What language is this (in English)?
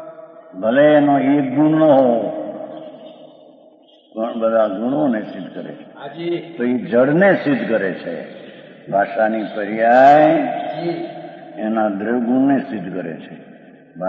Gujarati